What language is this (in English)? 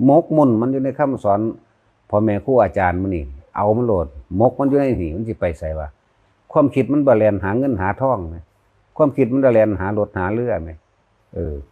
Northeastern Thai